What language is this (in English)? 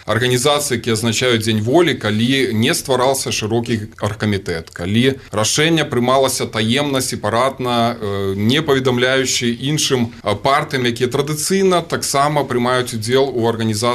Belarusian